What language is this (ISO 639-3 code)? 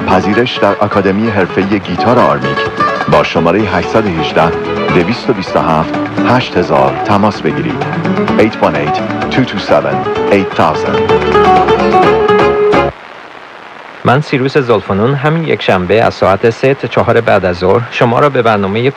fas